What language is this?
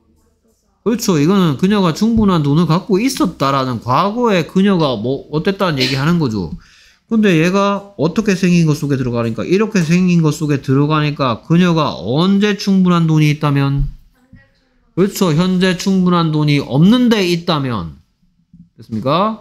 Korean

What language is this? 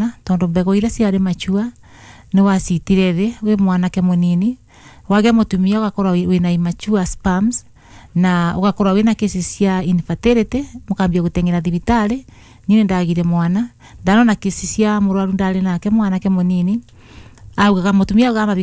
Kikuyu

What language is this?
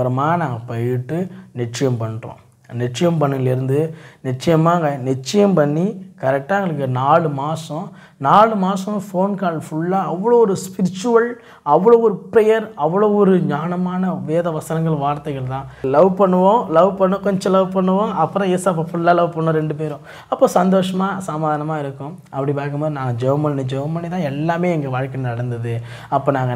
Tamil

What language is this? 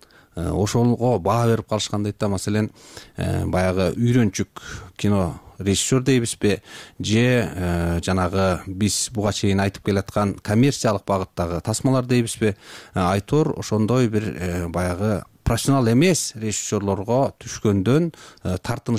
Kyrgyz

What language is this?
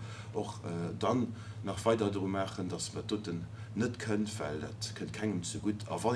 Luxembourgish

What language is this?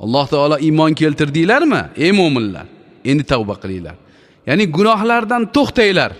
Uzbek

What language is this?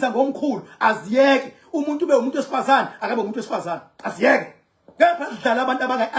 Zulu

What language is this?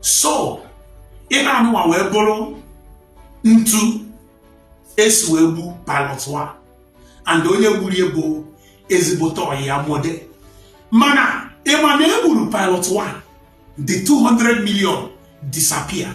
Igbo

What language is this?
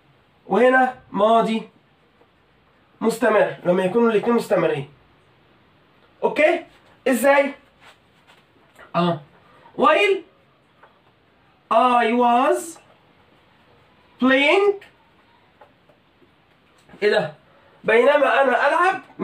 Egyptian Arabic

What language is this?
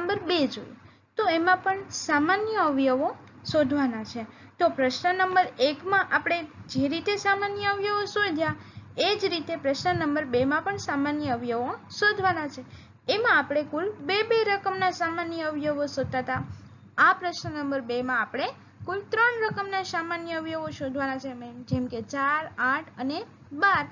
Gujarati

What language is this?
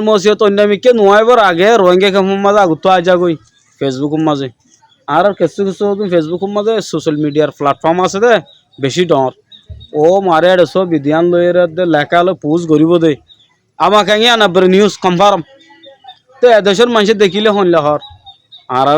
Rohingya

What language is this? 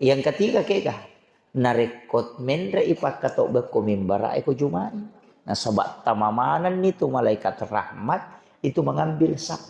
Buginese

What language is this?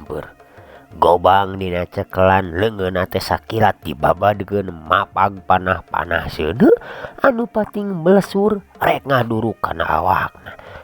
Sundanese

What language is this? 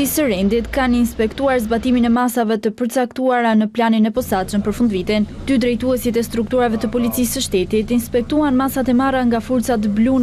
Albanian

